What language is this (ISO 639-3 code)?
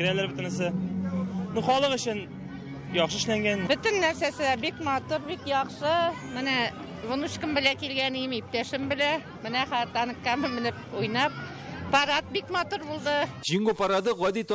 tat